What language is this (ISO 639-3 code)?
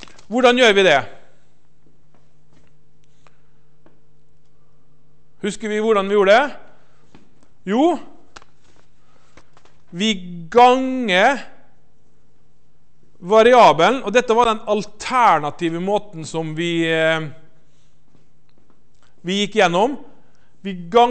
nor